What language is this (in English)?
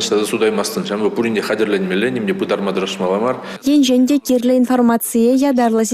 Chuvash